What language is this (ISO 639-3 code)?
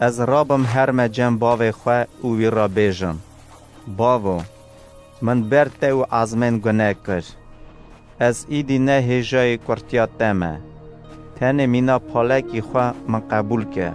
kur